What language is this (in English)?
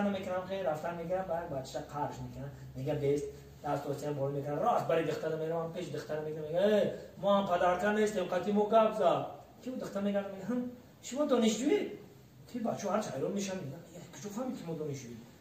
Tajik